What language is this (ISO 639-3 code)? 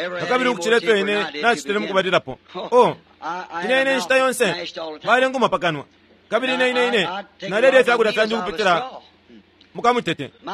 bem